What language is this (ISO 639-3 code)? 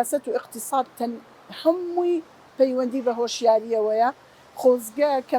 ckb